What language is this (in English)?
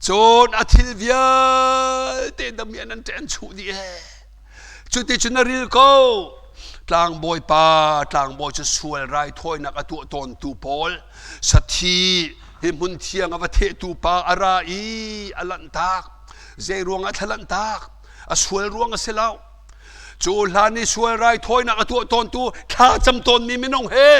Hakha Chin